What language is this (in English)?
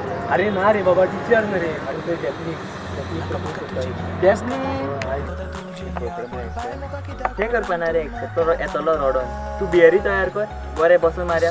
Konkani